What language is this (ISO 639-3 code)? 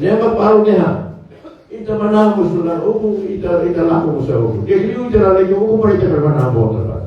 tet